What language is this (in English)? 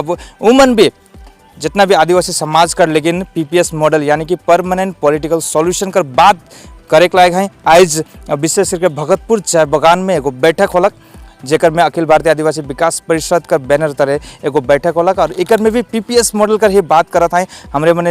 Sadri